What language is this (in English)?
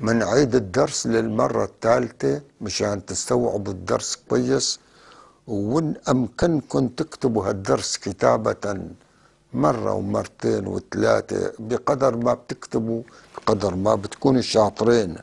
North Levantine Arabic